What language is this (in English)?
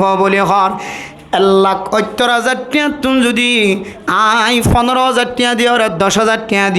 Rohingya